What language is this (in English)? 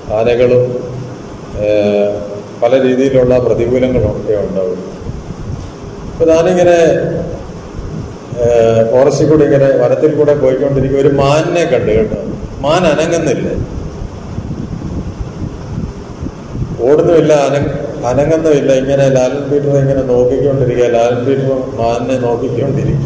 Malayalam